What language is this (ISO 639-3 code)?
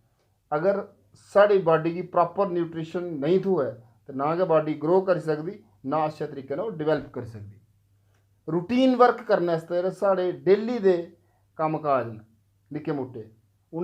doi